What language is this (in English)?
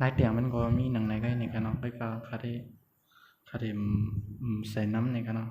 Shan